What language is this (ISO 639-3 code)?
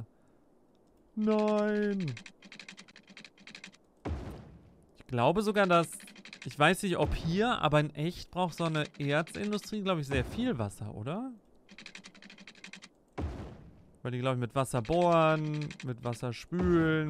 deu